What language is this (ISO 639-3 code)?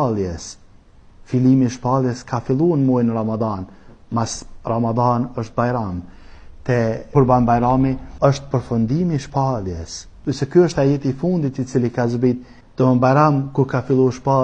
sqi